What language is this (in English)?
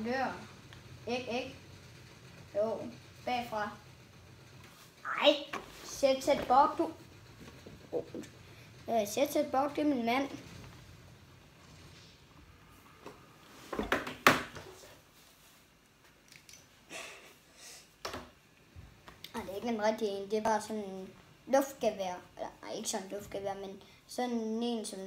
Danish